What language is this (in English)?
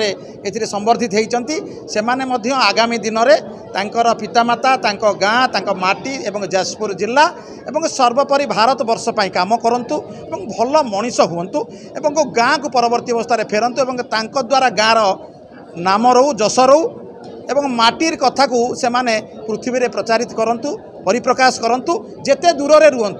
Odia